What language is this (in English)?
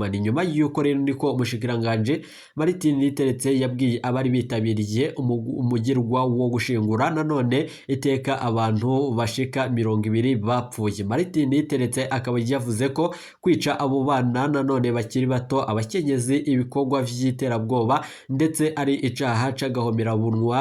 Rundi